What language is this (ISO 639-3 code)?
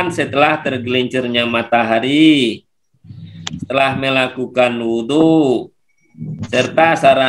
ind